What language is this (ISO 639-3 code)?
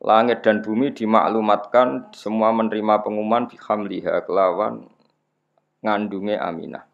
jav